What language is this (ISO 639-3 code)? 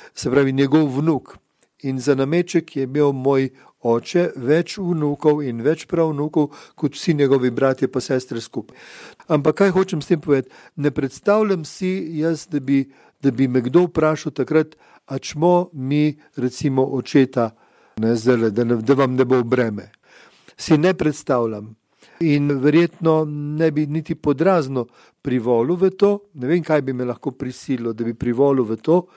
slv